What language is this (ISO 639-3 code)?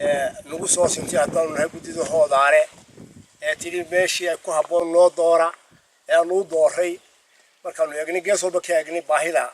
som